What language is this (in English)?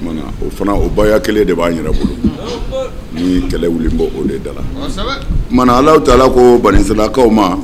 Bambara